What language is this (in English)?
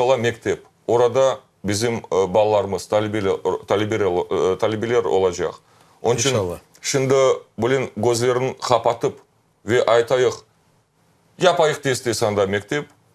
Crimean Tatar